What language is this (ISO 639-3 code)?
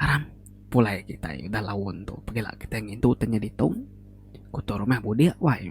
iba